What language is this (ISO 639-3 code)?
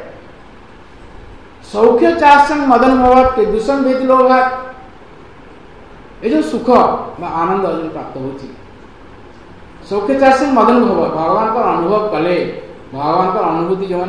ori